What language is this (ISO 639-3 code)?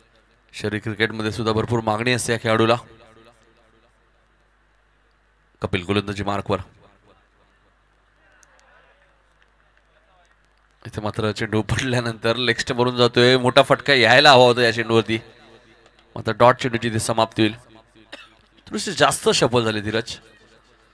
mar